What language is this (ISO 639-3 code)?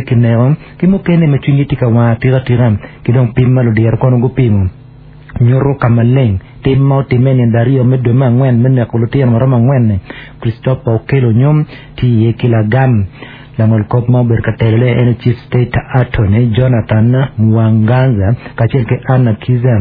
ach